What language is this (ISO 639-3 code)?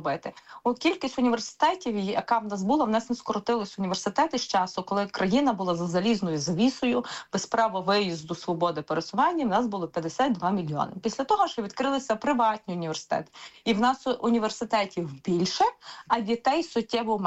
ukr